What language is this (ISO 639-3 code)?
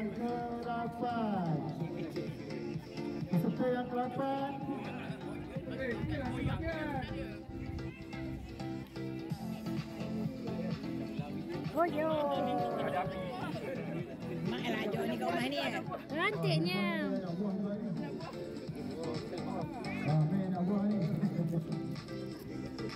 msa